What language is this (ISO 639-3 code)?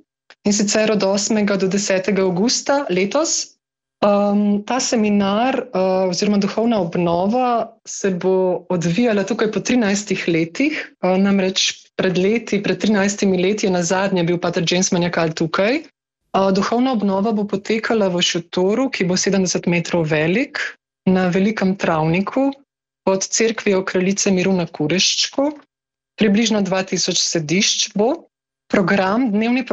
slv